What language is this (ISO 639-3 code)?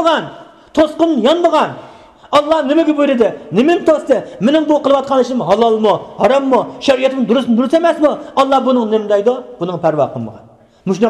uig